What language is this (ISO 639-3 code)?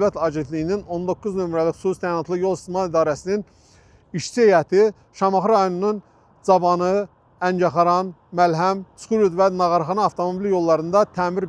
aze